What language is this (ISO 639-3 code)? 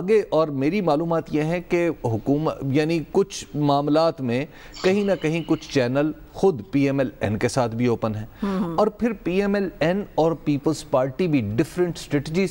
urd